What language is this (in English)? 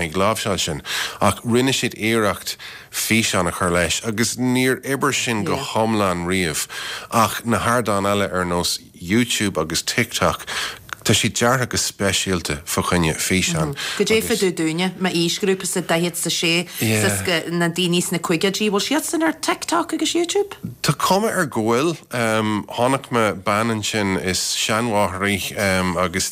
Irish